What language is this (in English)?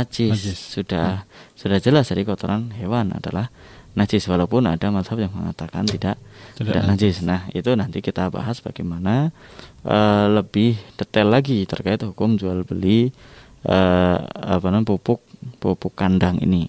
Indonesian